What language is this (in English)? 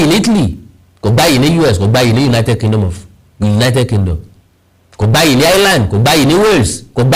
Yoruba